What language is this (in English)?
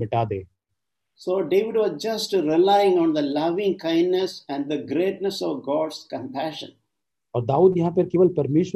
Hindi